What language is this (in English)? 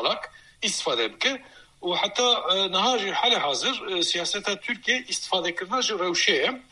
Kurdish